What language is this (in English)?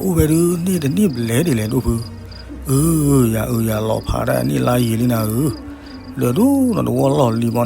S'gaw Karen